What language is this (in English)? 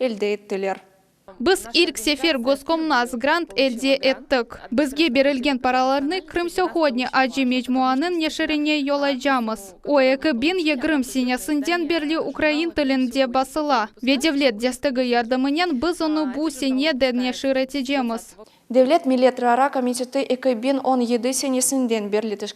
Crimean Tatar